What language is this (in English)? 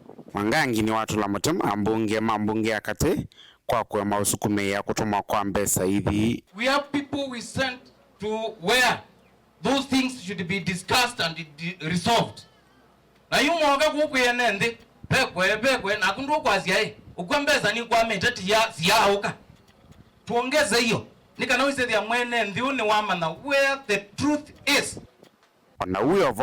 Kamba